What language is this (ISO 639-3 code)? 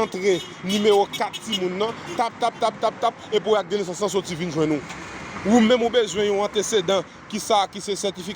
hat